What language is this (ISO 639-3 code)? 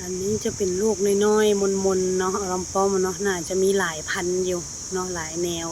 lao